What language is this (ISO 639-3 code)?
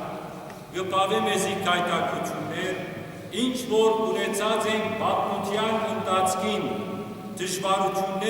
hyw